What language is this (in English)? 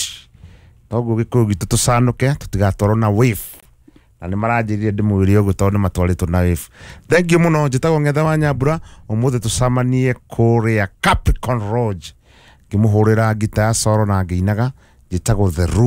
Kikuyu